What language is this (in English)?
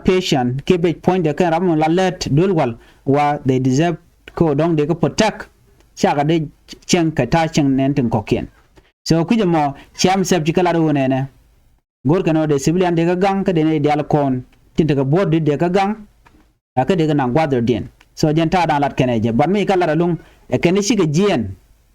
Nuer